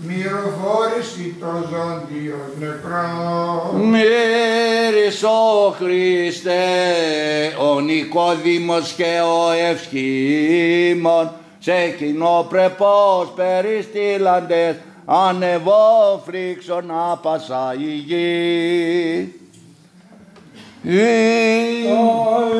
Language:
Greek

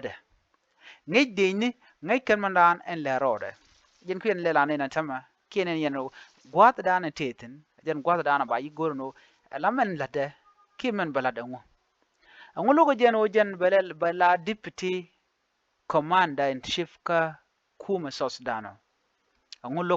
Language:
Nuer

